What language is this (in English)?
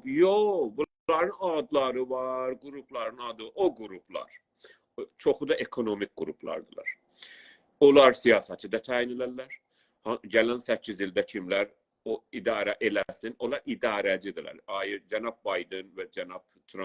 South Azerbaijani